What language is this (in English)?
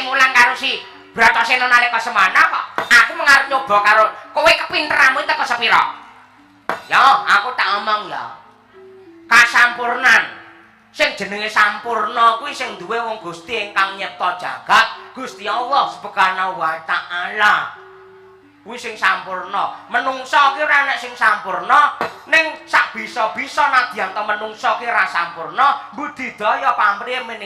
Javanese